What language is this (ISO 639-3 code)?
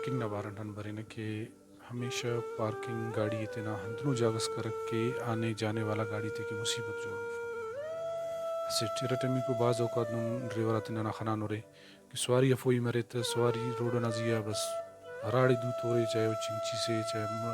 brh